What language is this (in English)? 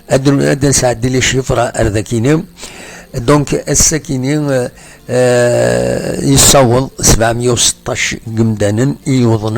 Kabyle